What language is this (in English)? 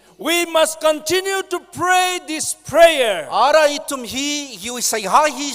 Tangkhul Naga (India)